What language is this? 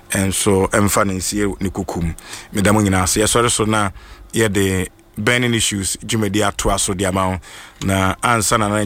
Akan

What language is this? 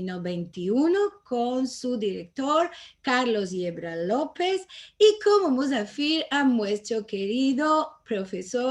Ladino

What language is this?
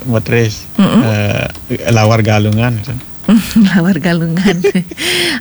Balinese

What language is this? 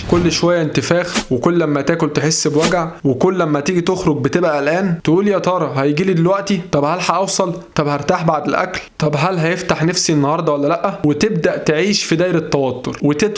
Egyptian Arabic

